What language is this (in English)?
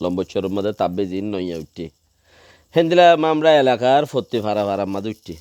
Rohingya